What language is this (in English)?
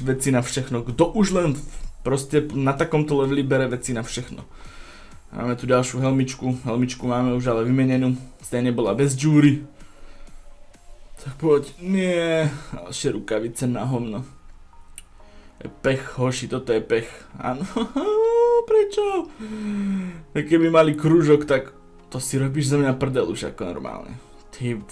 Slovak